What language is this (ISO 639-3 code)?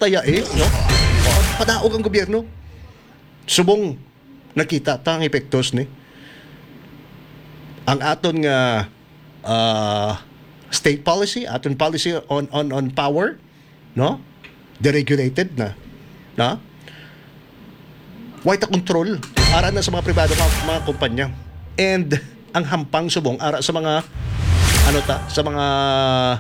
hil